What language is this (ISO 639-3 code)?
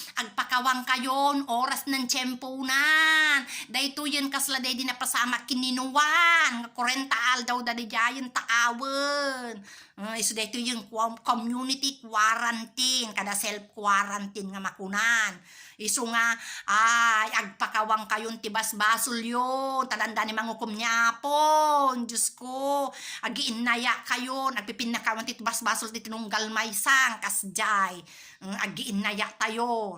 ilo